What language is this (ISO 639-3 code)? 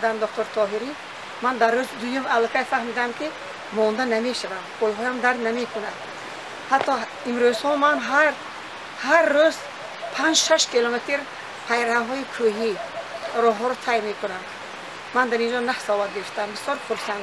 tgk